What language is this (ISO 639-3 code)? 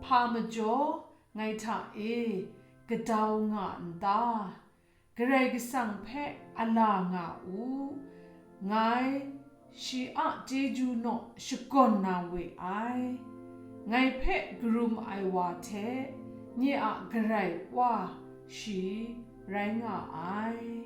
kac